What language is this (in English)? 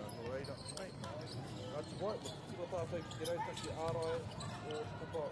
Māori